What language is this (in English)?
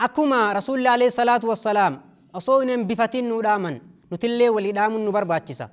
Oromo